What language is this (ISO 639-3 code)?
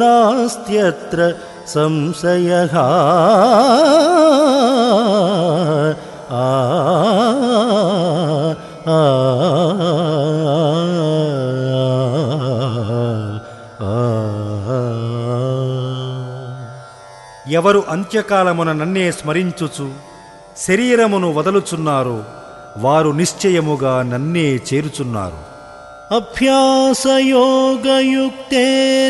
tel